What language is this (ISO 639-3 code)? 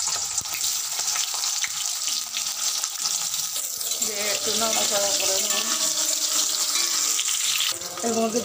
ben